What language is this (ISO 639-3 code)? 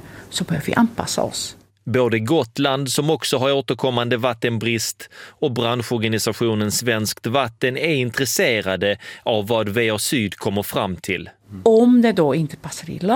swe